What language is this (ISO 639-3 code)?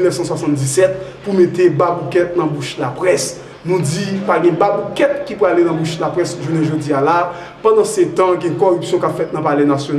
hat